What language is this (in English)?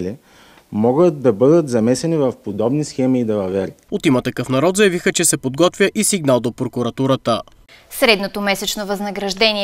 Bulgarian